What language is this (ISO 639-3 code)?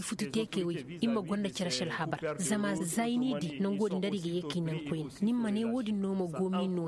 ses